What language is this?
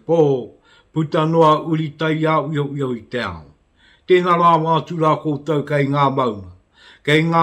Māori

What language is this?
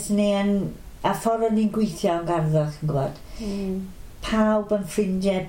Welsh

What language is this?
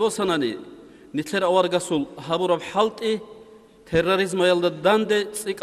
Avaric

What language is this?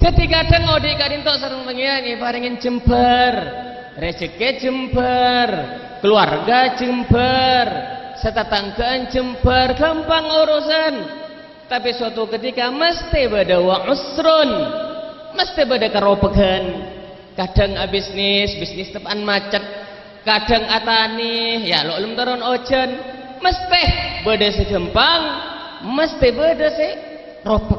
Madurese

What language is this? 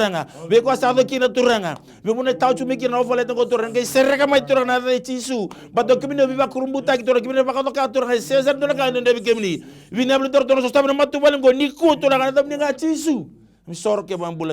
Fijian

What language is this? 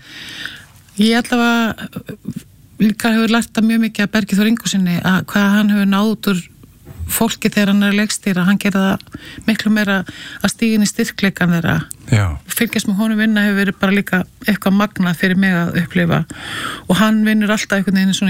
Icelandic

